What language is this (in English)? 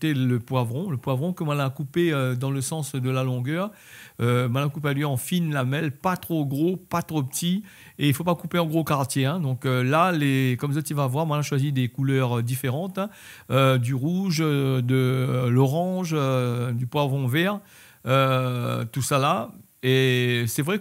Réunion Creole French